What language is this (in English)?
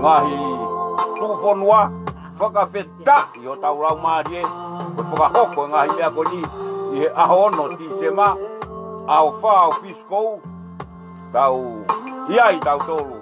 Tongan